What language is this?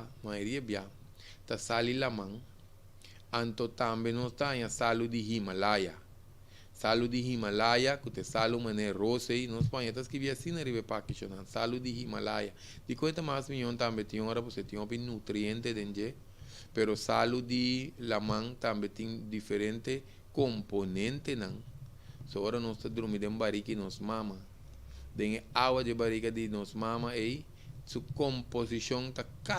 Papiamento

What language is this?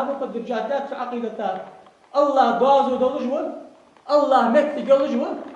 Ingush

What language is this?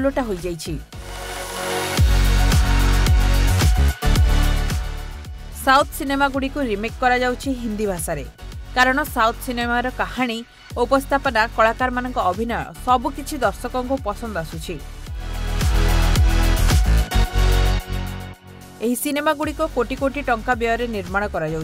Odia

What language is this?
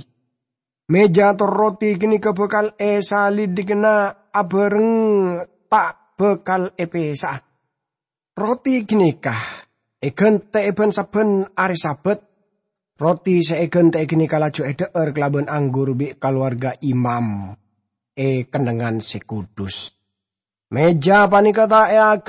Madurese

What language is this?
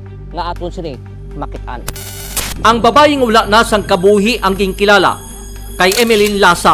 Hiligaynon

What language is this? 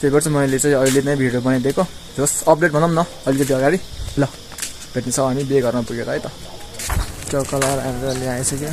Nepali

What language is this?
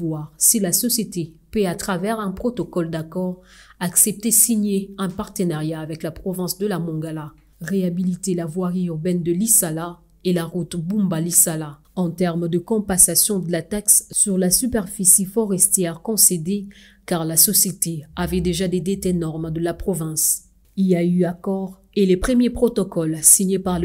French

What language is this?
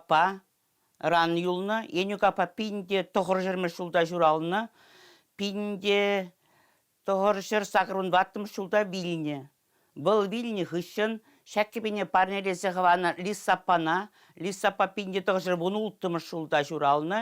Chuvash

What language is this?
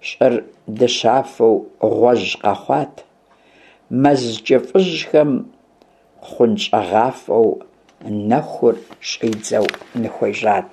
Kabardian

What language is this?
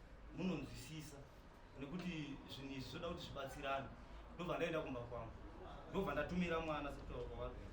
Shona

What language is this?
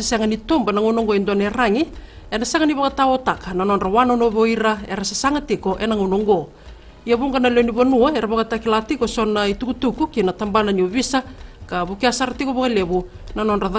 Fijian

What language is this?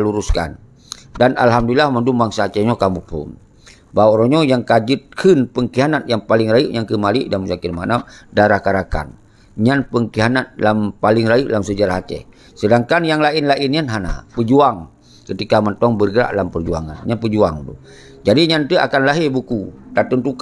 Achinese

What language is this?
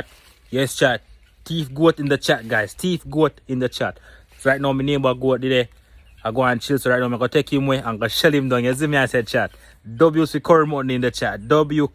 Jamaican Creole English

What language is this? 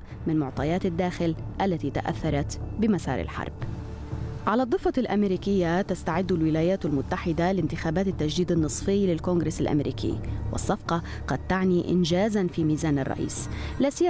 Arabic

